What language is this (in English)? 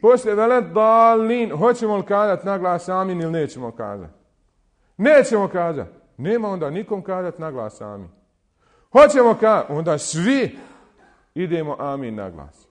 Bosnian